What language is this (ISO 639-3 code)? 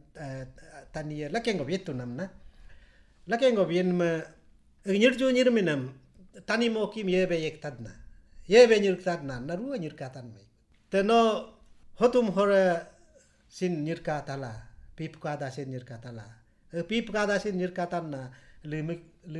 adl